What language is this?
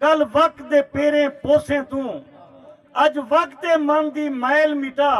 Saraiki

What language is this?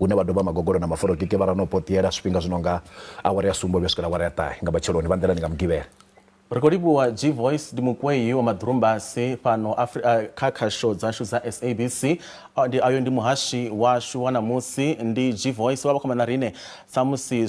Venda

